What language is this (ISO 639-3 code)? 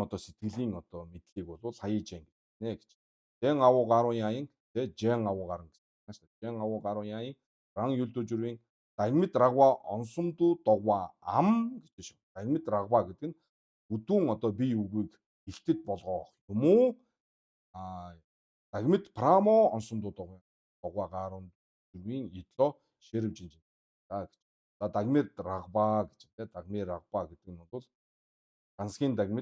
mon